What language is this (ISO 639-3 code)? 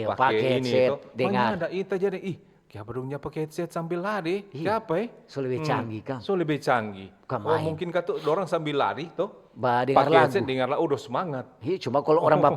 xmm